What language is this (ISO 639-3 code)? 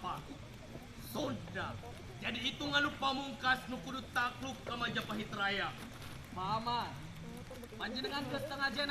sun